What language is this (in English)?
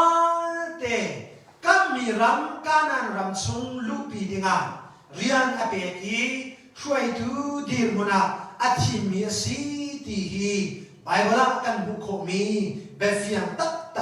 Hakha Chin